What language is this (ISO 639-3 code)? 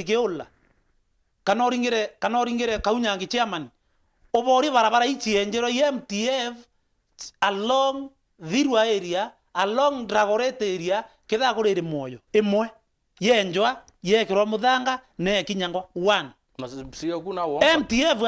mer